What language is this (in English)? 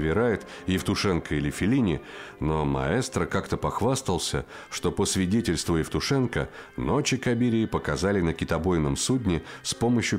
Russian